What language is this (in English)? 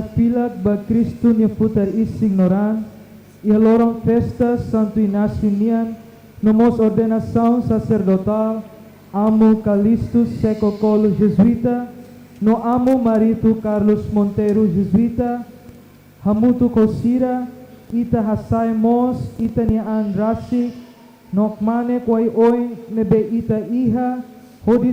Tetum